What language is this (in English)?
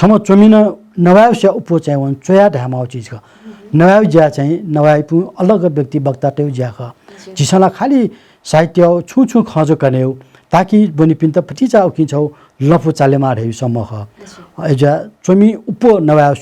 Newari